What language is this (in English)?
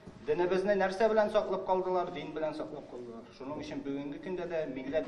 Tatar